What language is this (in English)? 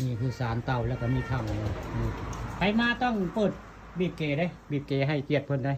Northeastern Thai